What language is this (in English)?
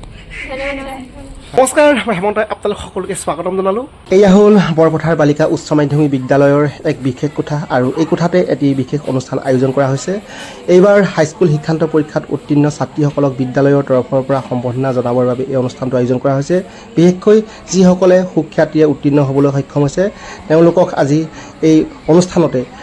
Assamese